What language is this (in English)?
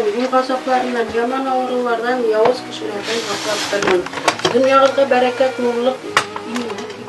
Bashkir